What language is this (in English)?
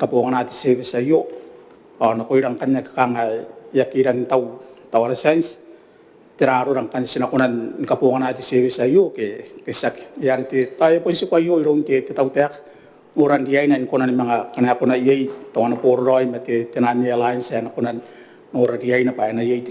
Gilbertese